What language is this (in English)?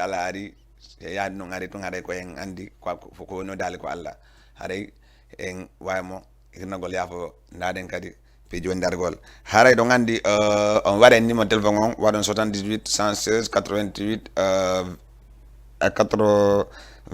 Fula